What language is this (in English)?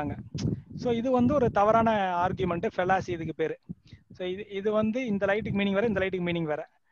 Tamil